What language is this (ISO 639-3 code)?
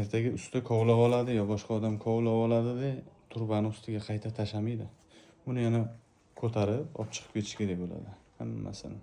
uzb